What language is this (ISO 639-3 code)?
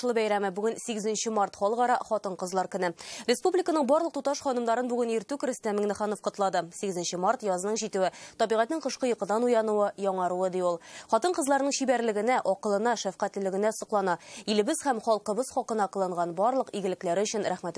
tat